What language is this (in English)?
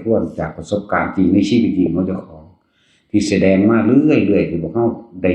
Northeastern Thai